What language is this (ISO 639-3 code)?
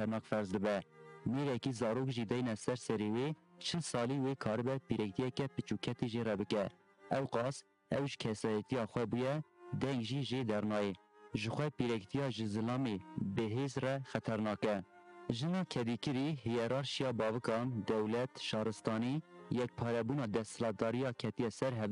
kur